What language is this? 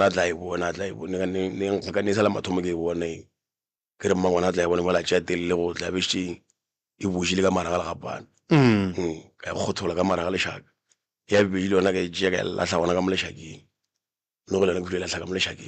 Northern Sotho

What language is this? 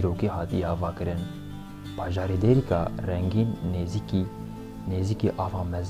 Kurdish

